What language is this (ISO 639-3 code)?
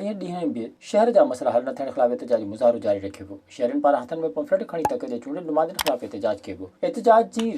snd